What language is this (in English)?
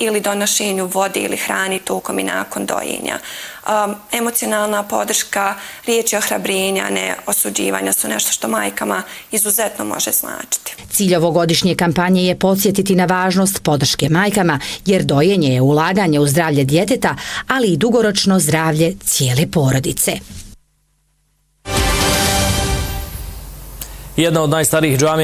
Bosnian